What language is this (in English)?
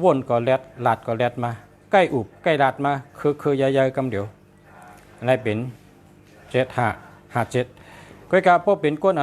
Shan